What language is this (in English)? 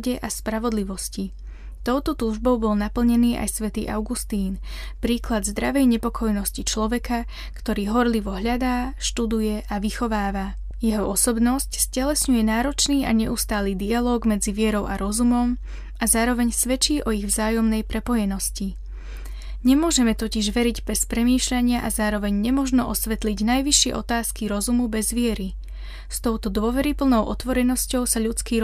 Slovak